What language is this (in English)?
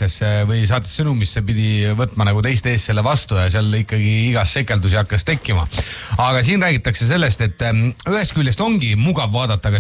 Estonian